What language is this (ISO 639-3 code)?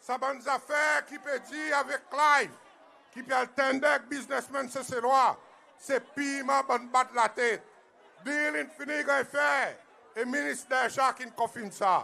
crs